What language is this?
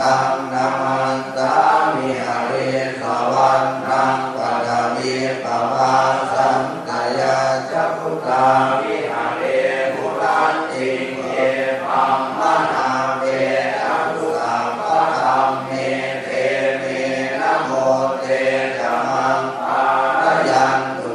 Pali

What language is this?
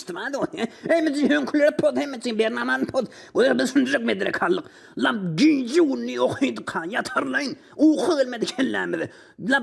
Turkmen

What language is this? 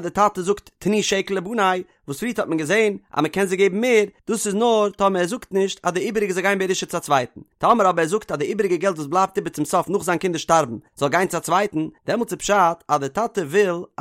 Yiddish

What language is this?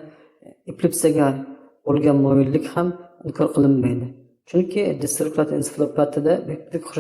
Uzbek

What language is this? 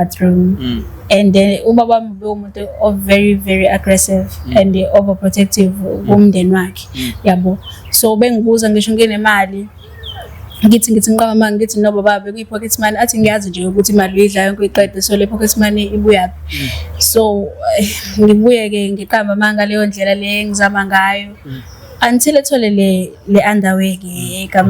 Zulu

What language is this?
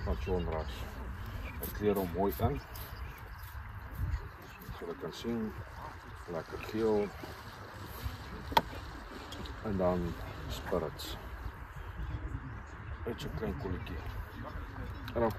Afrikaans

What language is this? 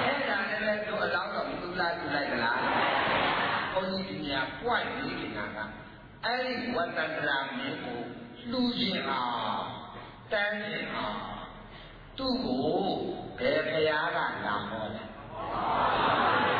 Burmese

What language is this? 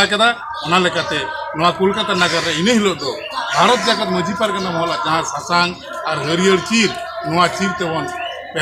Santali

